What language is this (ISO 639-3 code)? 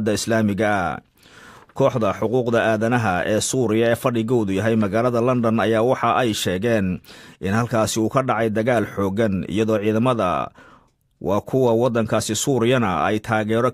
som